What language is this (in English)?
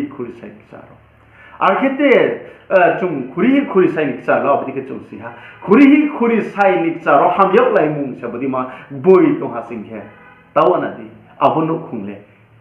Riang (India)